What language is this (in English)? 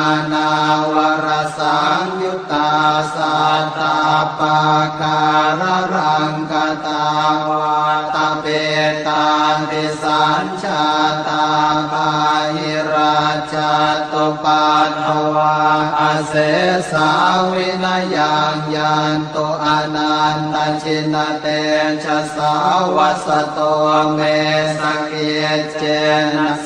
Pali